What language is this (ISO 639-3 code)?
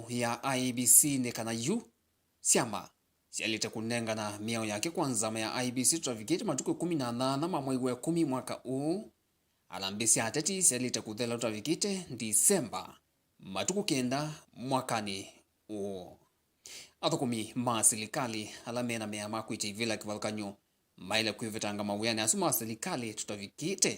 kam